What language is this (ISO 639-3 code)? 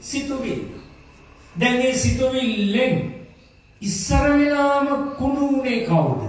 sin